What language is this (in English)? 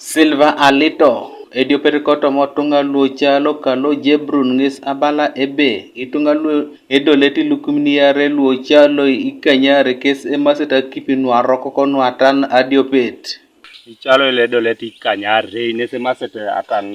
Teso